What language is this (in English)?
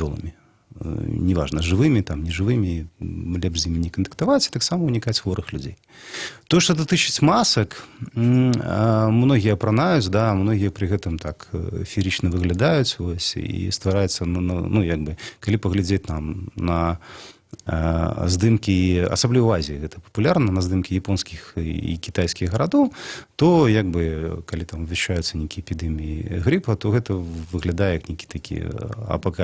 Belarusian